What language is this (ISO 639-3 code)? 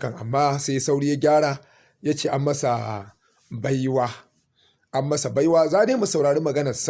hau